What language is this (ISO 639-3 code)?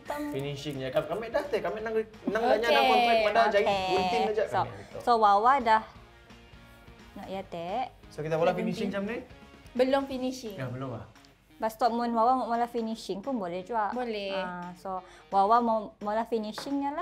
msa